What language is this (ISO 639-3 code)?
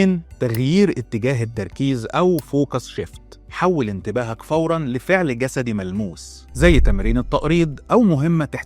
arz